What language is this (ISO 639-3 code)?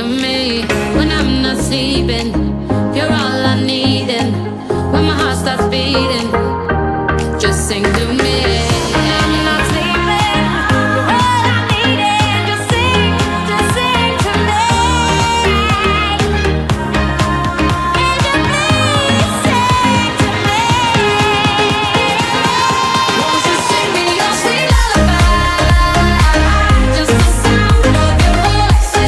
eng